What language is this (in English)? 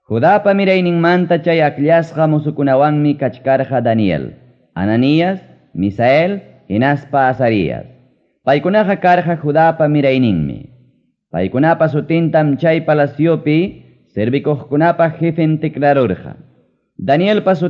Ayacucho Quechua